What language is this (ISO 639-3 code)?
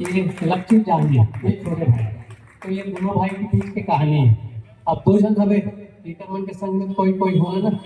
hne